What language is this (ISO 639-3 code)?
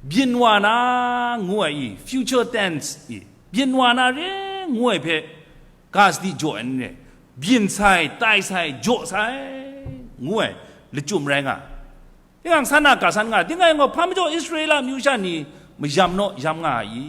kac